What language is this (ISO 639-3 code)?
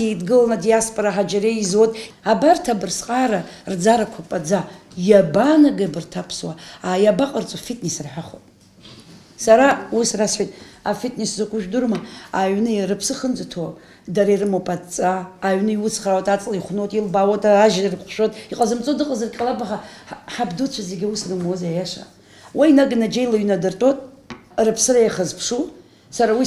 abk